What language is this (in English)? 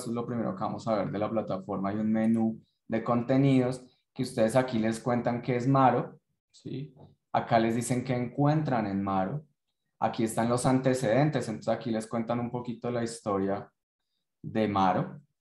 Spanish